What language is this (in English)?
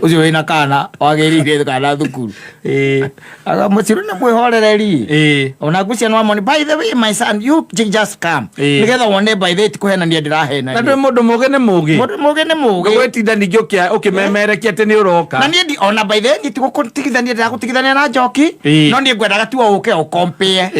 Kikuyu